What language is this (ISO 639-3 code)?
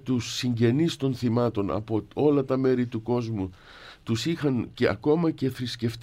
ell